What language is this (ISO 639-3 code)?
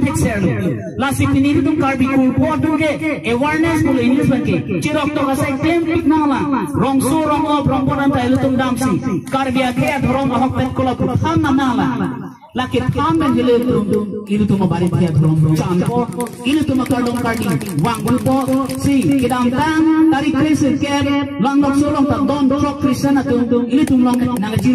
mjw